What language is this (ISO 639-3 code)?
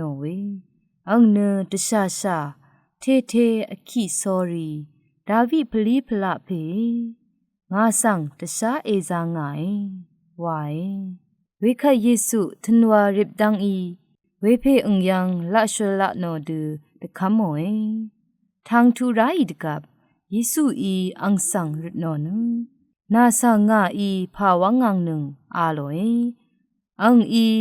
raw